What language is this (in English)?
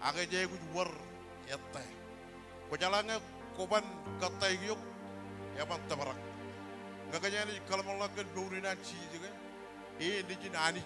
Marshallese